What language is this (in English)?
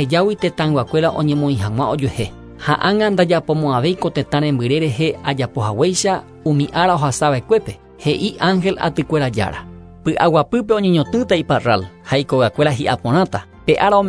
Guarani